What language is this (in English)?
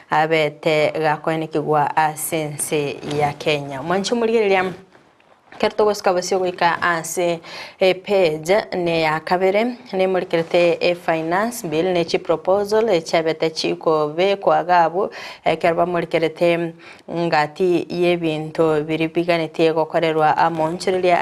Gusii